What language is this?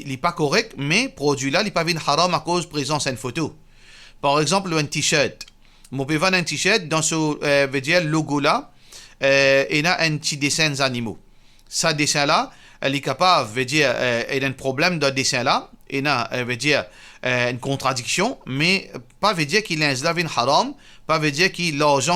Morisyen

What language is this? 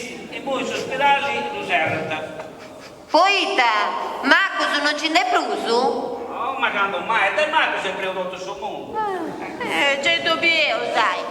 Sardinian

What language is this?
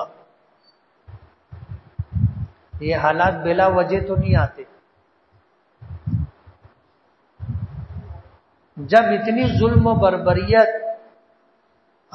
Urdu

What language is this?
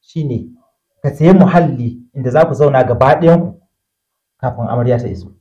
Hausa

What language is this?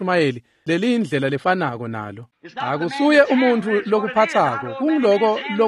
Swati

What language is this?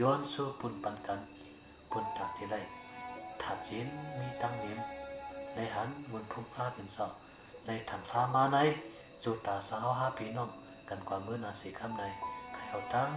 Shan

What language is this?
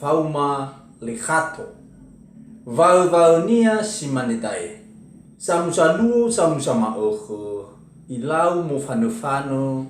Nias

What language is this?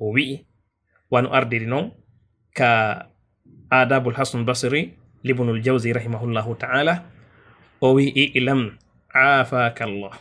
Fula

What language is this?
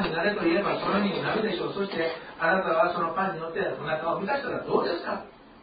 Japanese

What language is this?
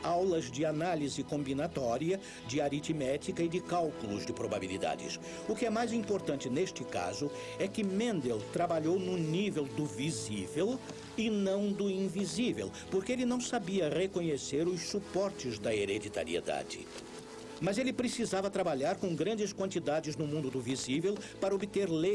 Portuguese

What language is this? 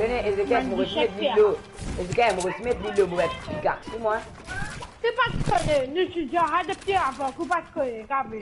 Morisyen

